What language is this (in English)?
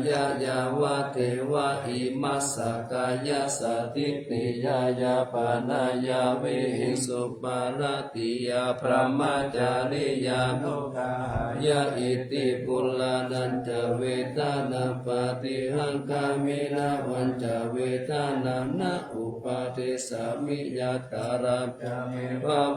Pali